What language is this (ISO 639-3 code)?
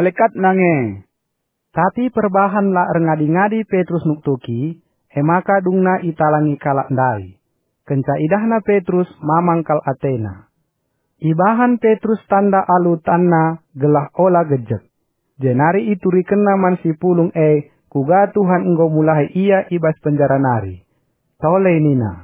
btx